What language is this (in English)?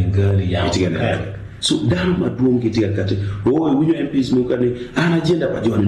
Acoli